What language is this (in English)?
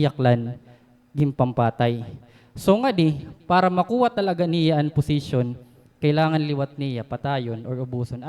Waray